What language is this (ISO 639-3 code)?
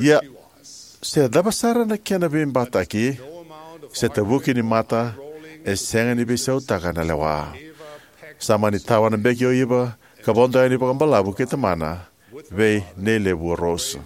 fij